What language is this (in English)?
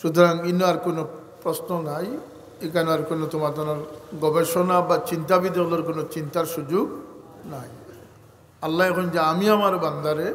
Sylheti